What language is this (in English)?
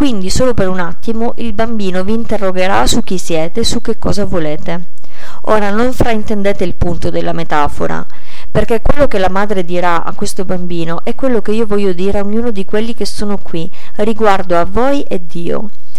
Italian